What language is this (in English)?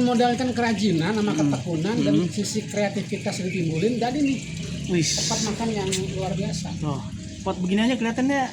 Betawi